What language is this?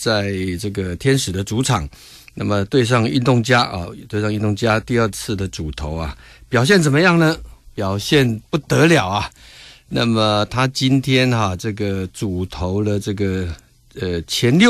Chinese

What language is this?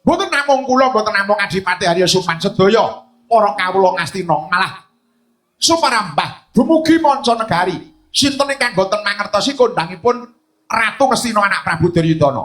Javanese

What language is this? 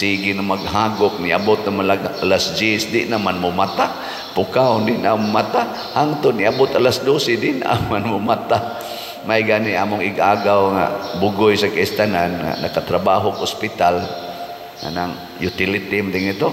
Cebuano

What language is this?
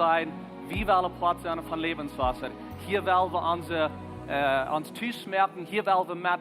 Plautdietsch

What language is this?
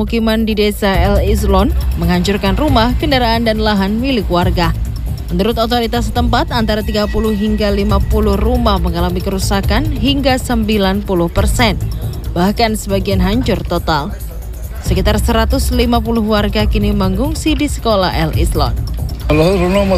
Indonesian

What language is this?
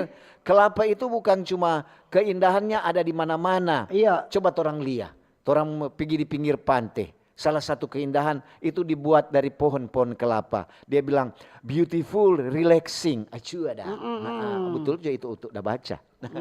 Manado Malay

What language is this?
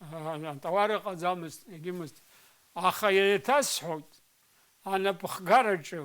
Abkhazian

